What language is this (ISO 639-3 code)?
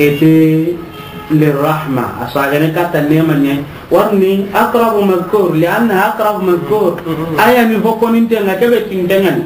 snk